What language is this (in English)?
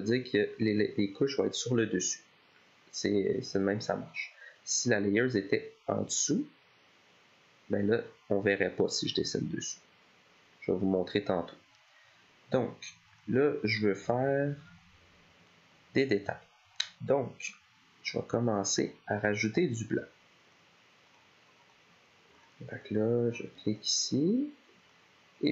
French